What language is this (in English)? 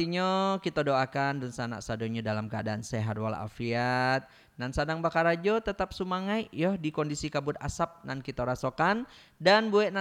Minangkabau